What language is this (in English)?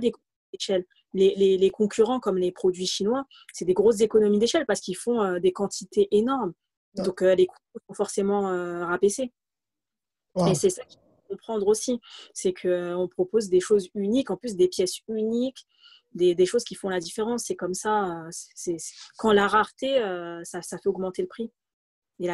French